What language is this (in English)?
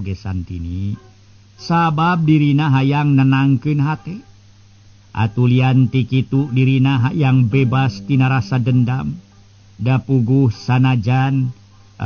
Sundanese